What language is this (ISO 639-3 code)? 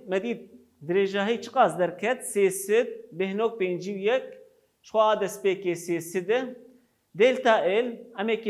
kur